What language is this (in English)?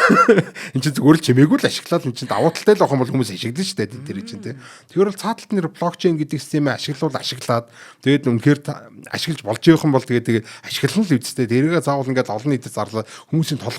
Mongolian